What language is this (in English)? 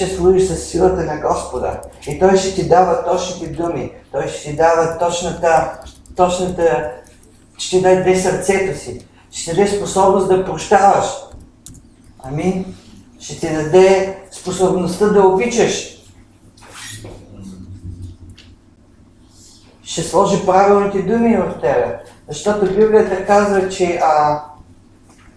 Bulgarian